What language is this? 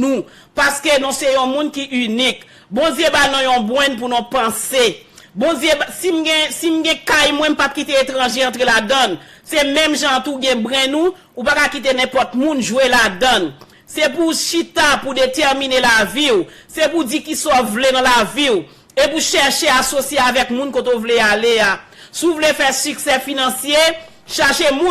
Haitian Creole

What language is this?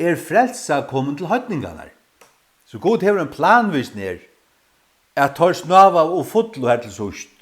Faroese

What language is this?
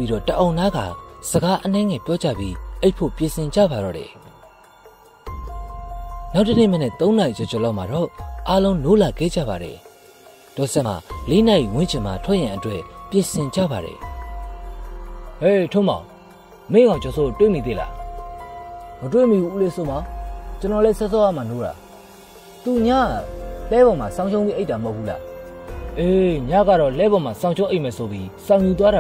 Burmese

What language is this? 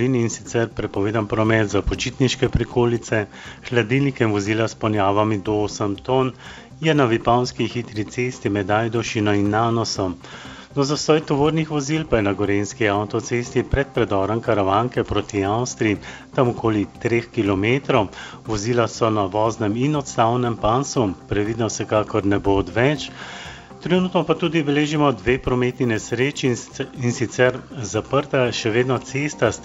Slovenian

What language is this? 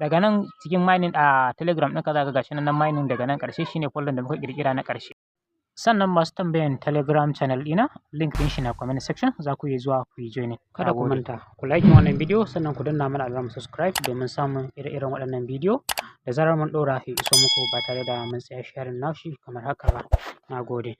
Hausa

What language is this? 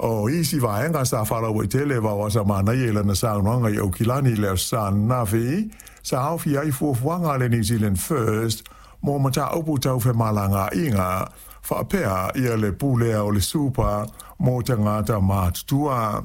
Samoan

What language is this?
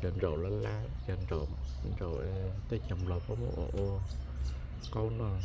Hmong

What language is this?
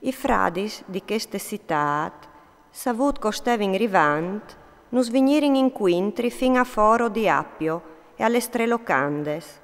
Friulian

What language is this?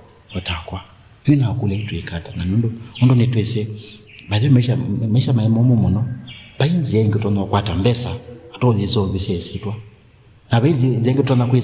Kamba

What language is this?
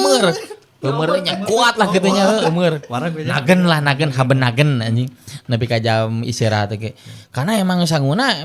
Sundanese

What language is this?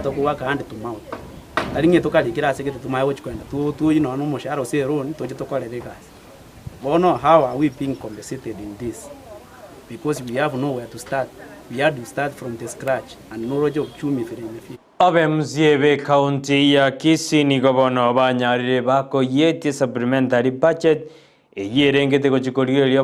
Gusii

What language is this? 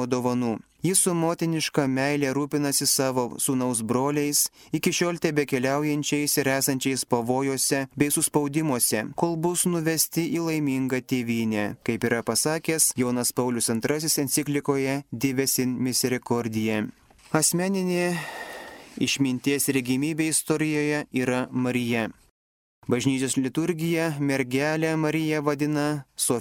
Lithuanian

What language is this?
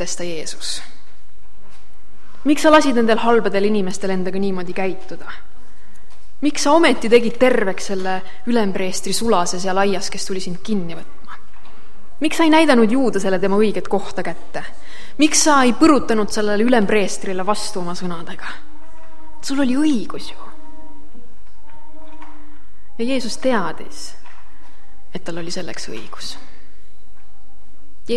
Estonian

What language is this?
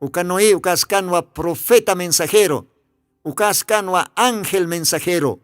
Aymara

